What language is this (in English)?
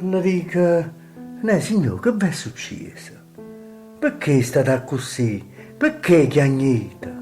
Neapolitan